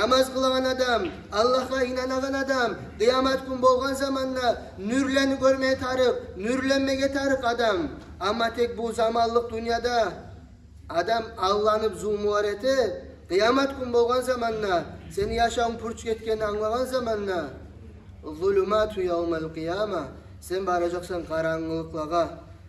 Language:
Kumyk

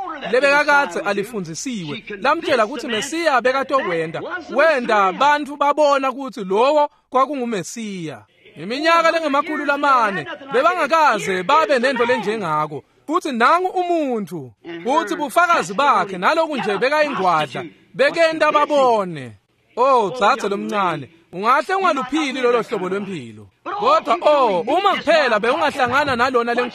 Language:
Swati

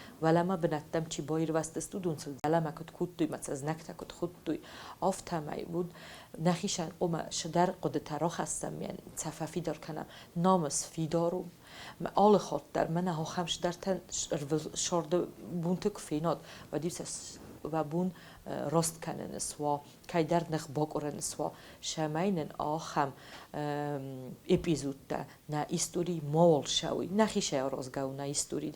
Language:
Ossetic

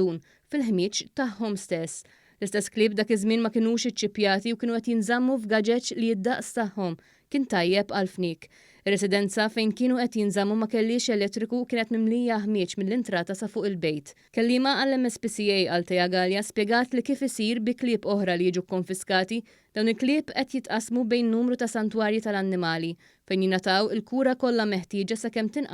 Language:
Maltese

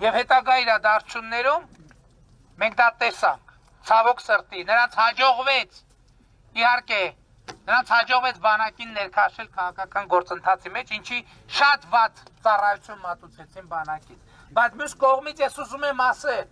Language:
Armenian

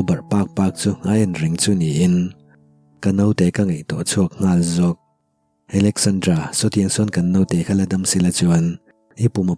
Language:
Mizo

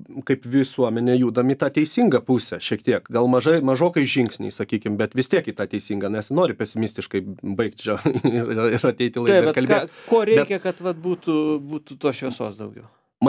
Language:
Lithuanian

